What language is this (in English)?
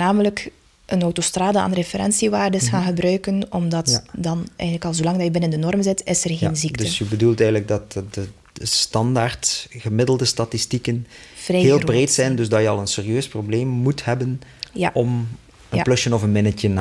Dutch